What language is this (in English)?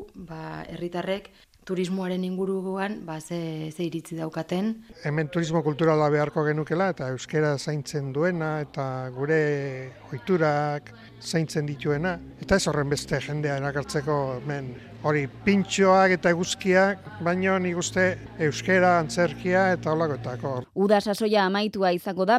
Basque